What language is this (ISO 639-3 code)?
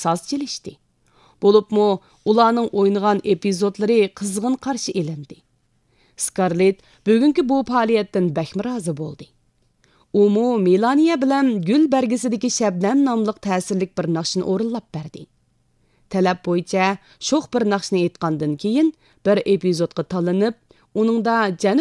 uig